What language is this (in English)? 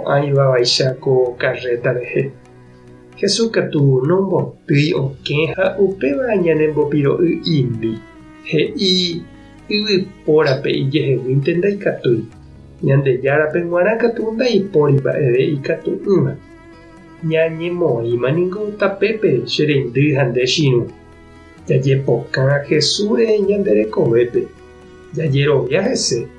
Guarani